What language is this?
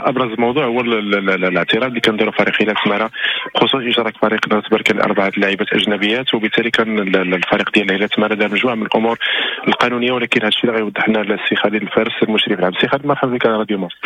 Moroccan Arabic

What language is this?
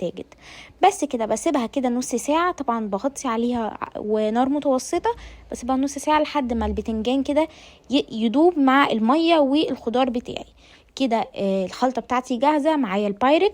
Egyptian Arabic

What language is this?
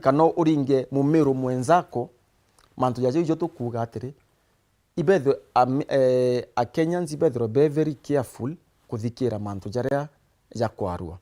Meru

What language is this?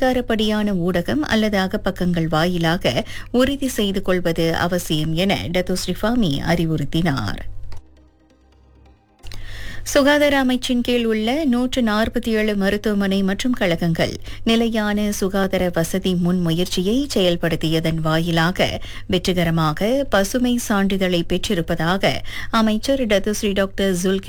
Tamil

